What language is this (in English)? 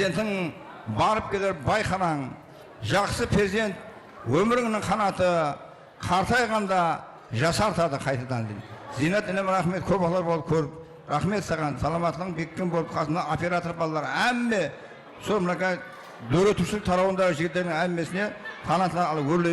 Kara-Kalpak